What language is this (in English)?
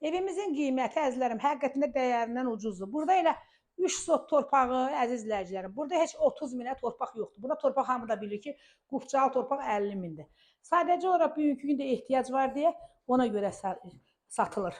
Azerbaijani